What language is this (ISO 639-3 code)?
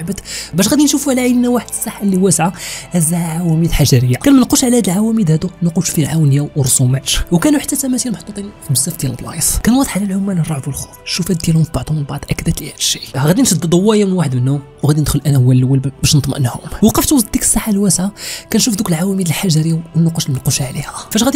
ary